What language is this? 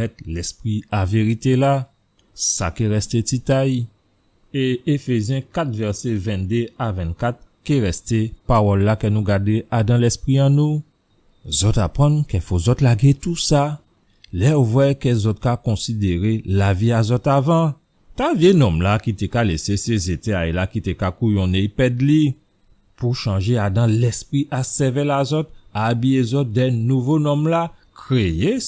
Guadeloupean Creole French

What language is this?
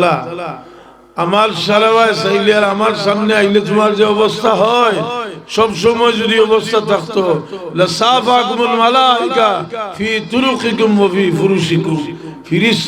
Sylheti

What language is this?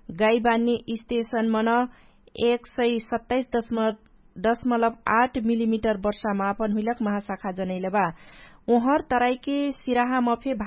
Dangaura Tharu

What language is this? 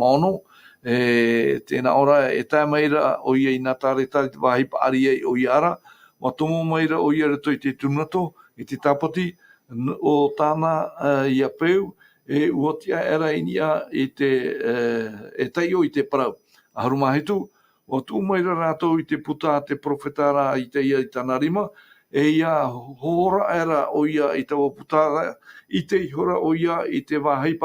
Tahitian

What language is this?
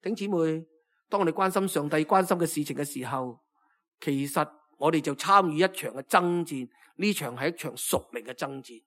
Cantonese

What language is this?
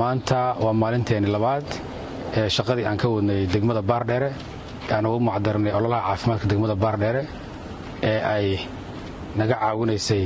Somali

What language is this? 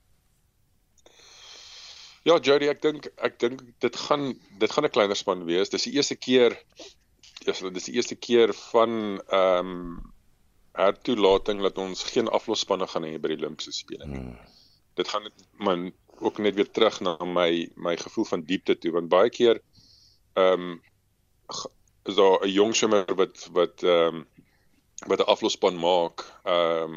Afrikaans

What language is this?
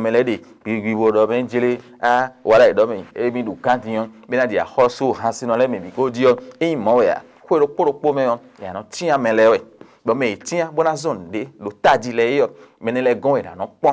Fon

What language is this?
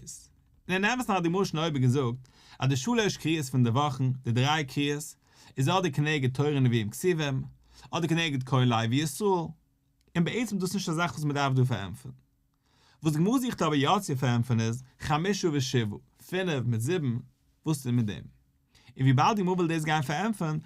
Yiddish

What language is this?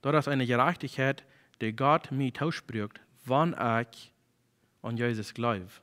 Plautdietsch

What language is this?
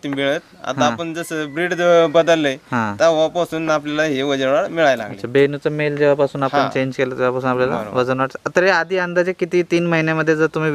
Marathi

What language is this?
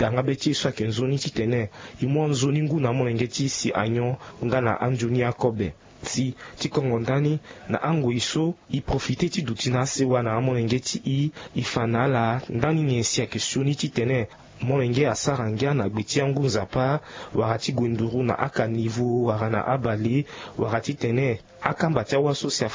Sango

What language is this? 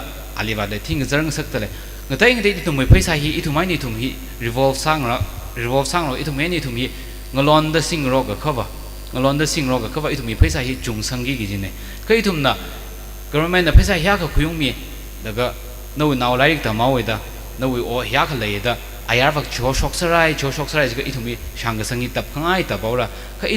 Tangkhul Naga (India)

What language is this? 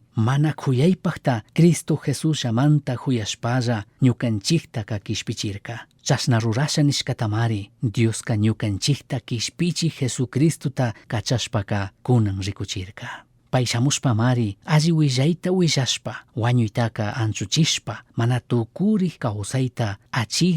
Chimborazo Highland Quichua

